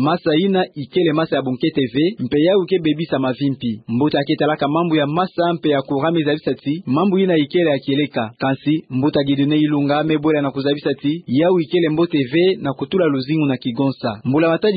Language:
Kituba (Democratic Republic of Congo)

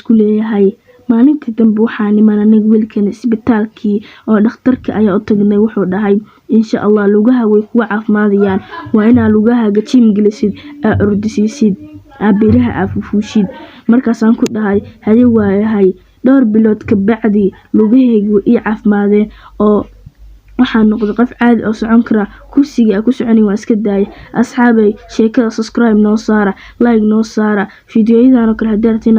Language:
Somali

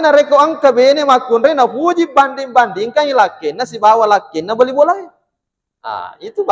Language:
Buginese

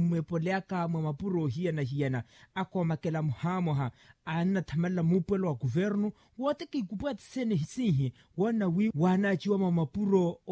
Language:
Makhuwa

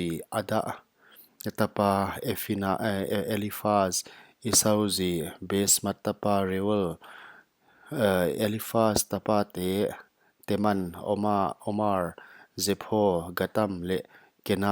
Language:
Paite Chin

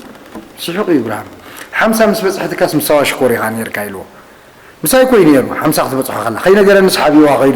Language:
Tigrinya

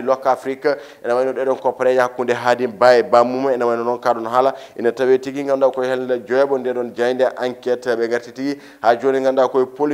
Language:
Fula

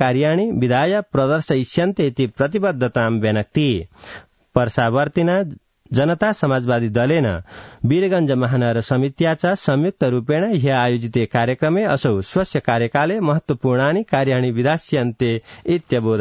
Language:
Sanskrit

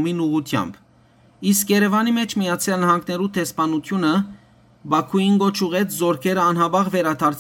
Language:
Western Armenian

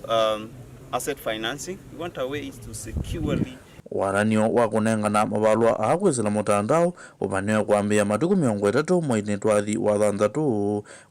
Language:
Kamba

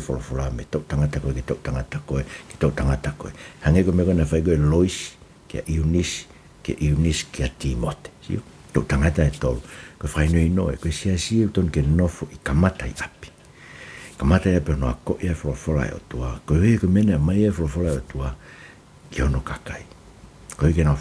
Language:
Tongan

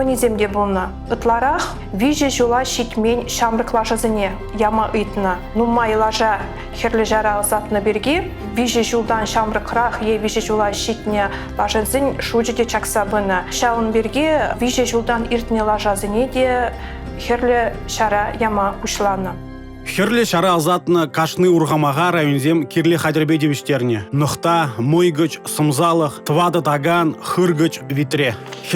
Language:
Chuvash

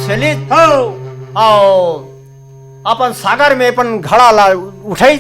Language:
Chhattisgarhi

